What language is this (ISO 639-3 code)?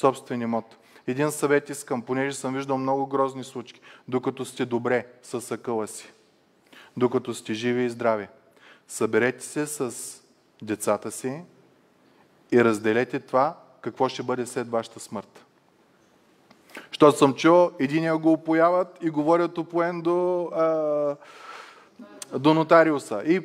bul